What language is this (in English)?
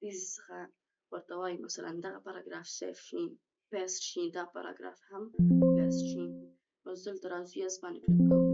Pashto